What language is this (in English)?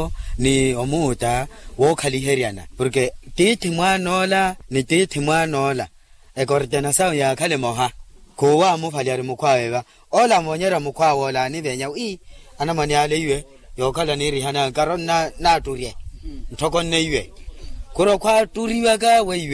Makhuwa